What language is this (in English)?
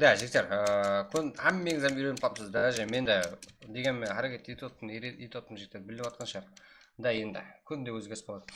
Kara-Kalpak